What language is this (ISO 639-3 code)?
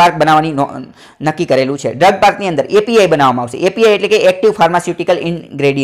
guj